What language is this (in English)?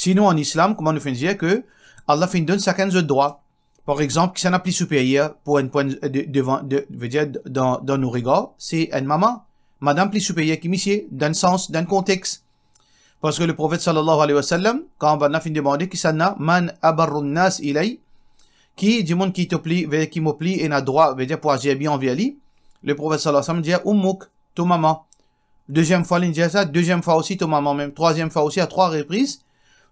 Morisyen